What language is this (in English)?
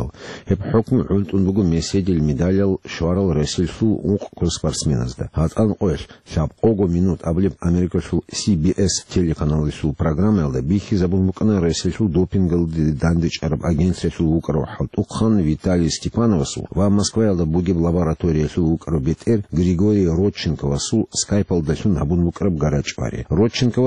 Avaric